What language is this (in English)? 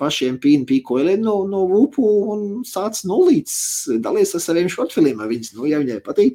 Latvian